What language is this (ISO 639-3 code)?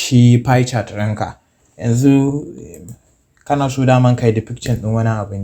hau